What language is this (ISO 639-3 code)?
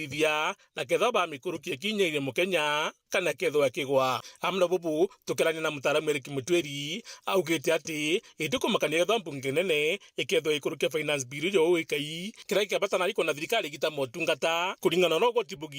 mer